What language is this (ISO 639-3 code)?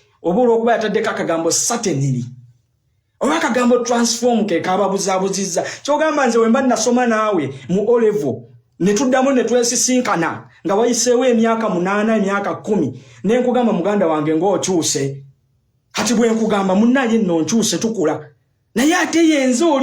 lug